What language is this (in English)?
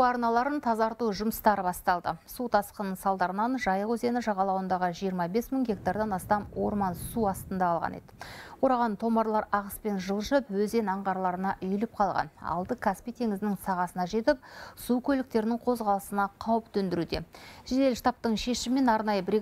Kazakh